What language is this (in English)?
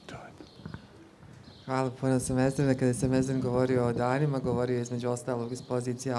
Bosnian